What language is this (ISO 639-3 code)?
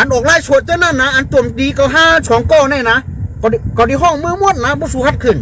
shn